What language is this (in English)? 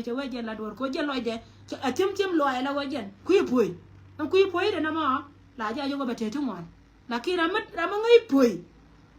Nuer